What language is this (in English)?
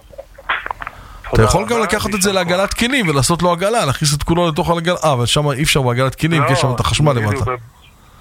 Hebrew